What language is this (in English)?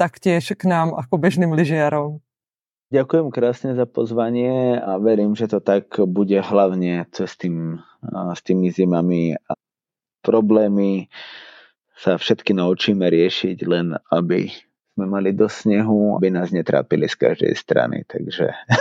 Slovak